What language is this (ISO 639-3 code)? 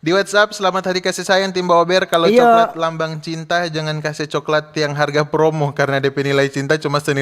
xmm